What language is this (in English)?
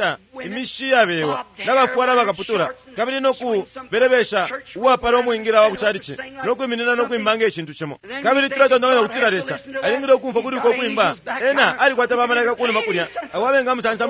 Bemba